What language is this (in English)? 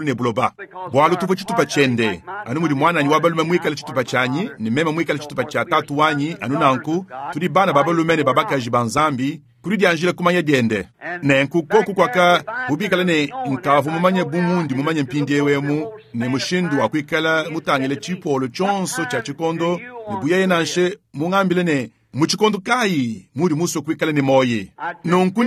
Luba-Lulua